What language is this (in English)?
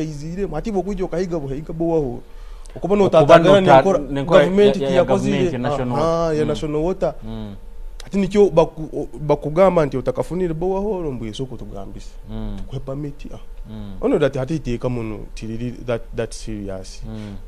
Nyoro